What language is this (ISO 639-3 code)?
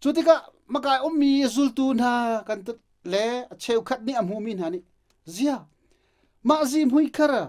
cnh